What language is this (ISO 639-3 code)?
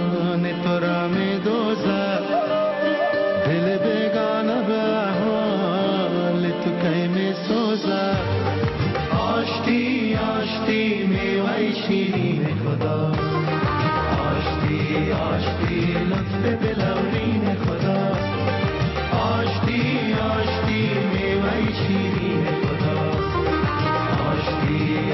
fas